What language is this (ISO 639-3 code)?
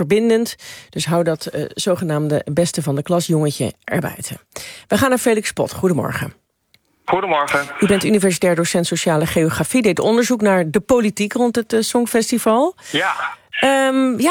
nld